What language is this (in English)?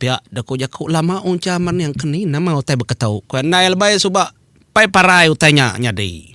Iban